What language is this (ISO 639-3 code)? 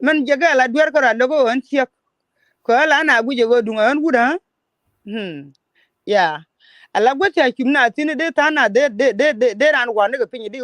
nus